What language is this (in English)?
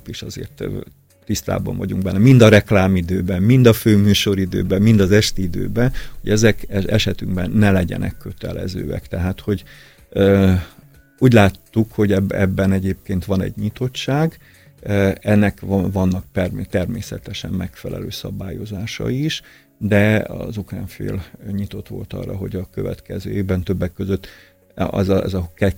Hungarian